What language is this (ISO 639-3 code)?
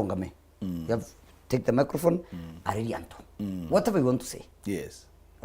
mer